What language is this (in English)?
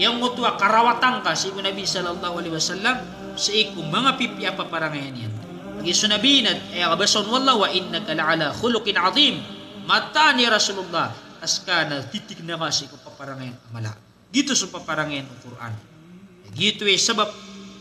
Maranao